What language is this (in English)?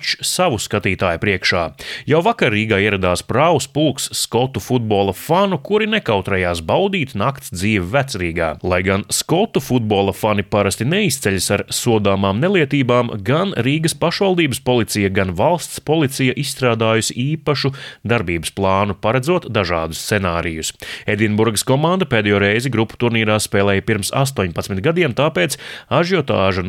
Latvian